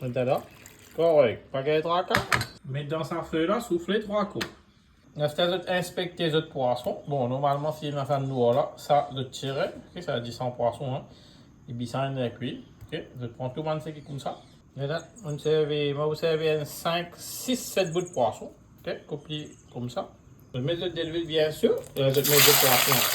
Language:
Morisyen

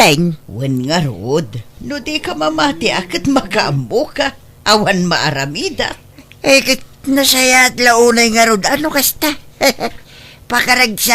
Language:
Iloko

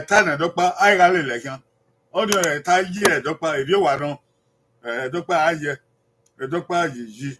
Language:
Bini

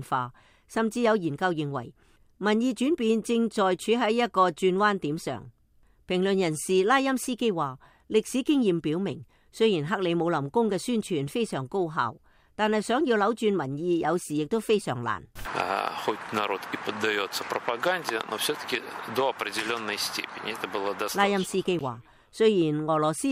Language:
Cantonese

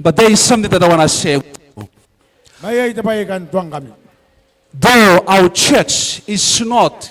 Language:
Gilbertese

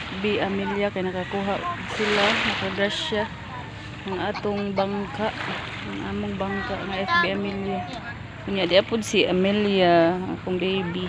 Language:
Cebuano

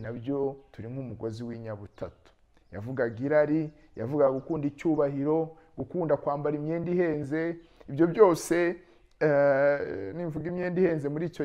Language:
Kinyarwanda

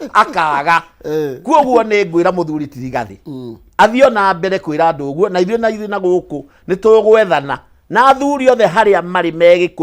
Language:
Kikuyu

